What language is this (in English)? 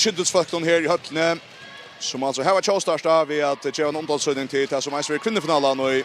Faroese